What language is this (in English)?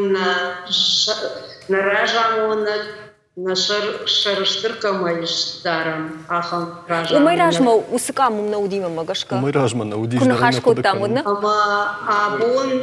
Ossetic